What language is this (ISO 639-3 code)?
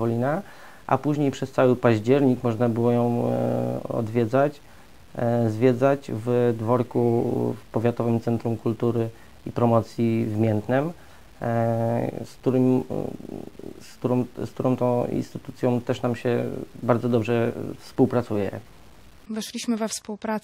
pol